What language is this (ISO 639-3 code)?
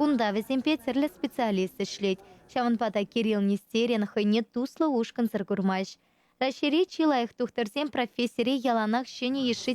chv